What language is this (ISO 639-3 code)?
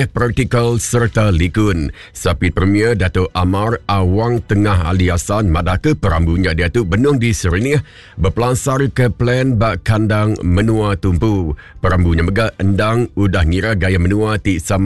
iba